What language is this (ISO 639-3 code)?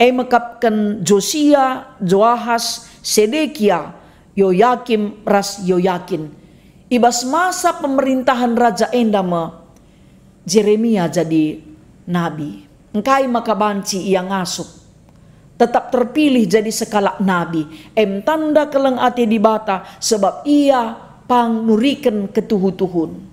btx